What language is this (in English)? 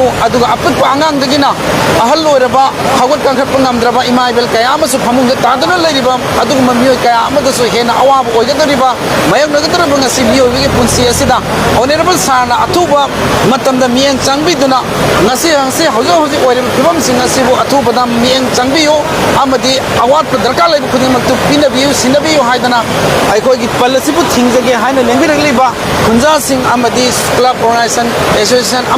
Manipuri